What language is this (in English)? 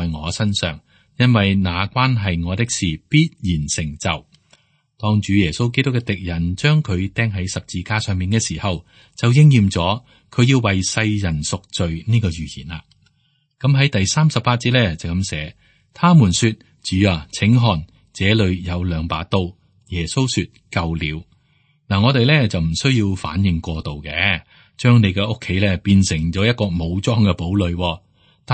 Cantonese